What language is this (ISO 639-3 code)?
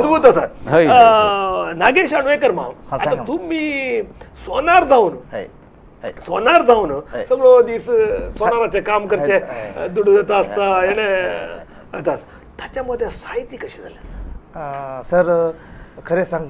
kok